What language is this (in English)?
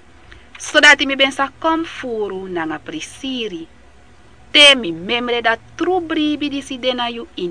Sranan Tongo